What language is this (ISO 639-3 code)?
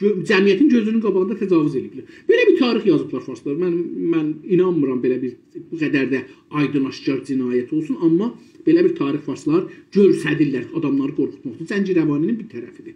azb